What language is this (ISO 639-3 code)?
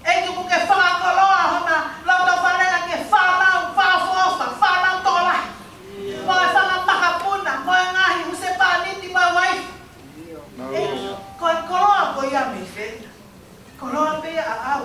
ton